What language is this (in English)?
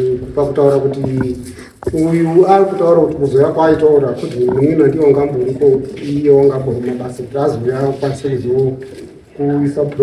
Shona